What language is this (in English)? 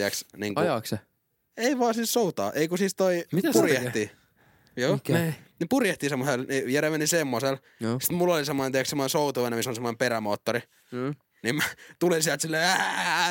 Finnish